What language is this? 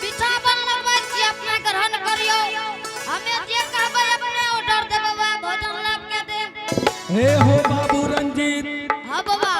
Angika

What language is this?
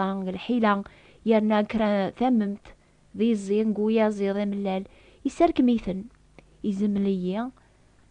Kabyle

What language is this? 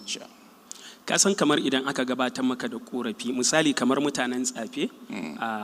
Hausa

